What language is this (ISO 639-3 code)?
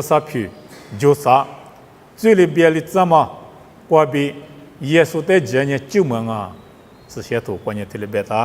lis